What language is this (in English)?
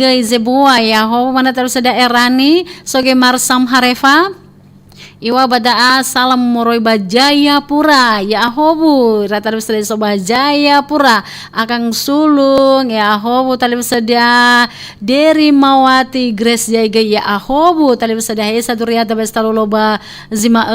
Nias